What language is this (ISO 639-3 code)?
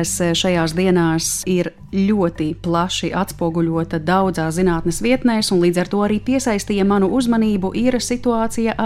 lav